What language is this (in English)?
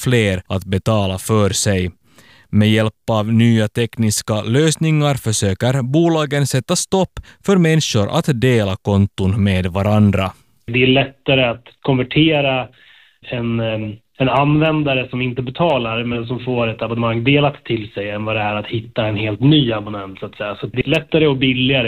Swedish